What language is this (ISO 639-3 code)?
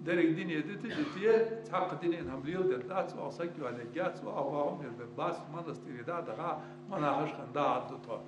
inh